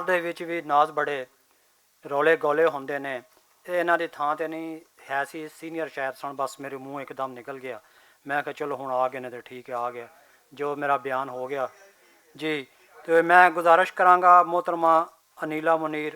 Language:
Western Panjabi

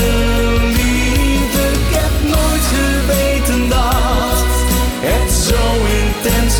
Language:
Dutch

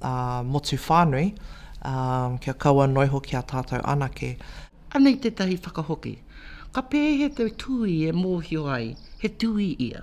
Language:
Māori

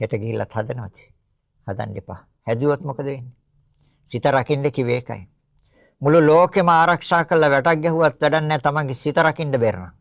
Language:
Sinhala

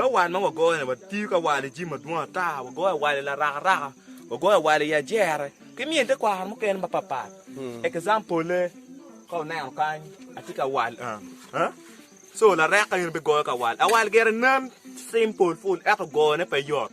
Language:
Acoli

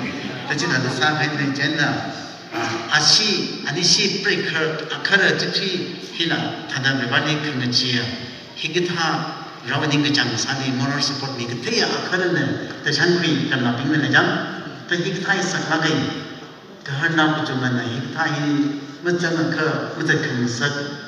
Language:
Tangkhul Naga (India)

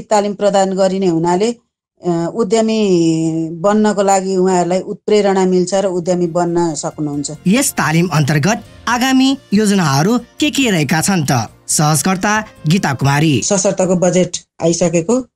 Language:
Nepali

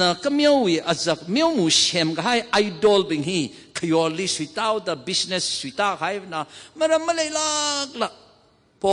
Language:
Tangkhul Naga (India)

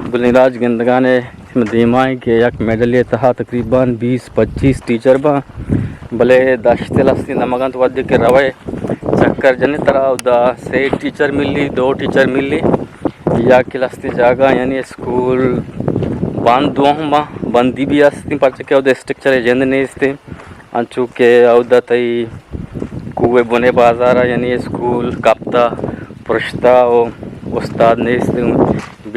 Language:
Eastern Balochi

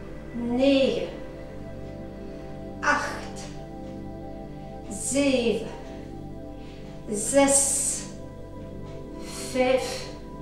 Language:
Dutch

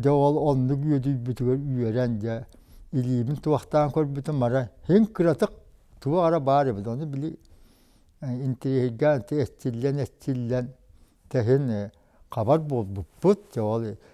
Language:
Yakut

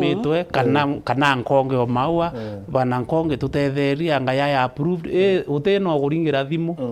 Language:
Meru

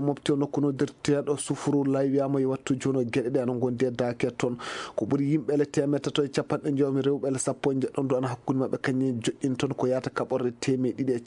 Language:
Fula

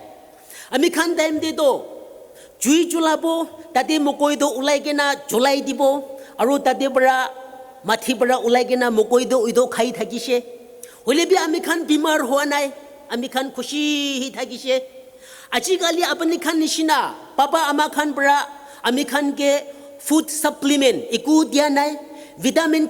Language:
Naga Pidgin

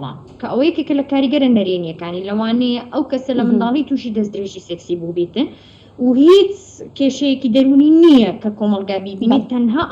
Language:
Central Kurdish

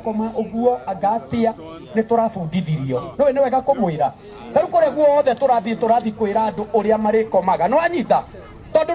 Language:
Kikuyu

